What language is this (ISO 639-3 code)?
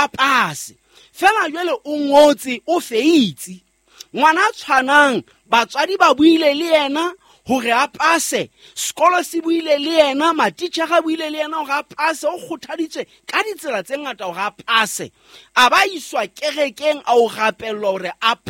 sot